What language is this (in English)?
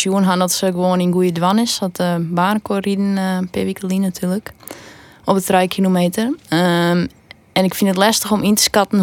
Western Frisian